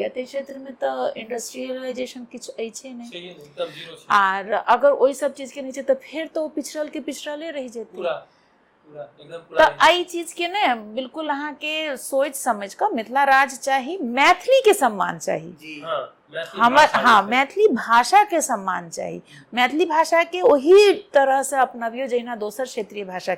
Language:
Maithili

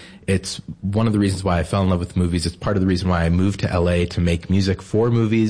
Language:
English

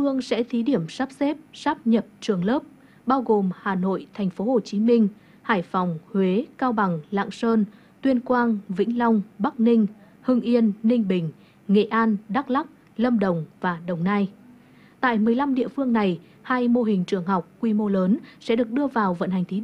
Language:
Vietnamese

